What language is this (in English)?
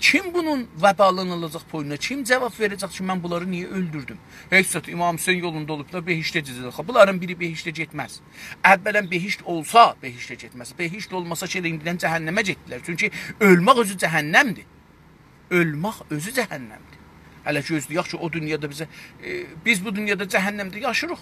South Azerbaijani